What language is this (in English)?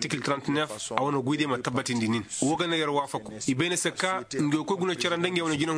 Koyraboro Senni